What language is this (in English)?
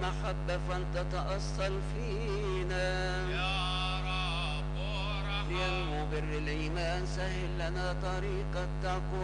Arabic